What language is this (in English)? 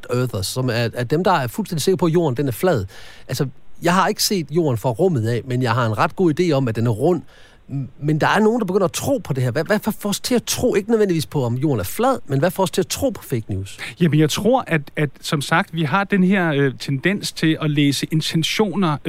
Danish